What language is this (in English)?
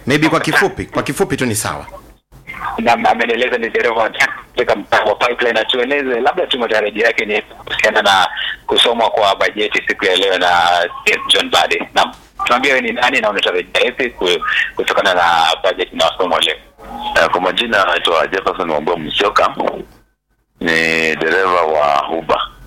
Swahili